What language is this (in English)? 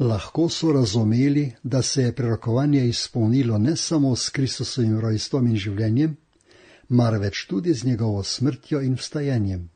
Slovenian